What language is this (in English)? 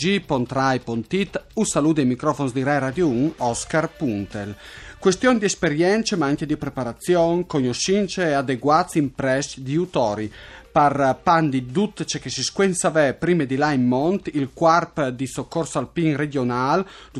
Friulian